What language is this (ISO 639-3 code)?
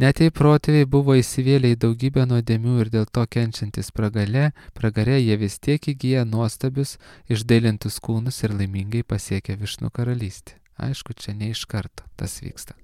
lit